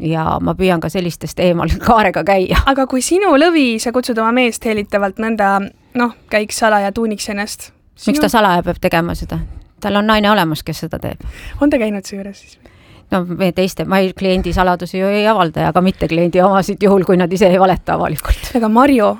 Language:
Estonian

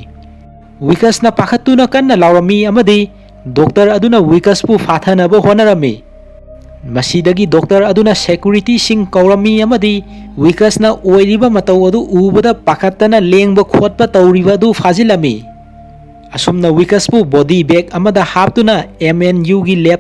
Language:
Manipuri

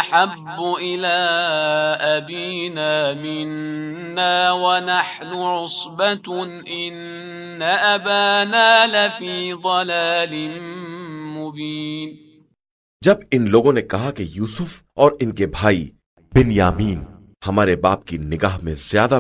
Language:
Urdu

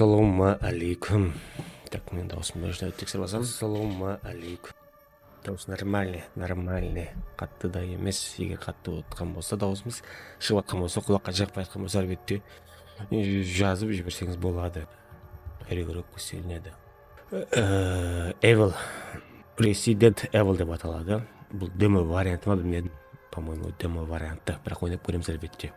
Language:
Kara-Kalpak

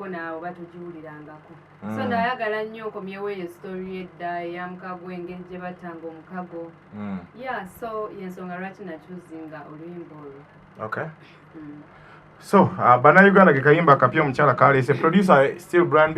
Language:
Ganda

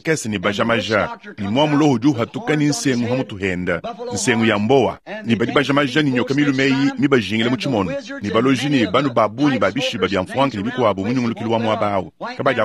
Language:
Luba-Lulua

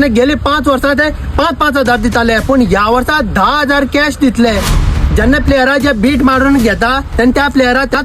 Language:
Konkani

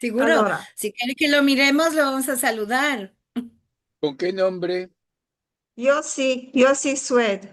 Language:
Ladino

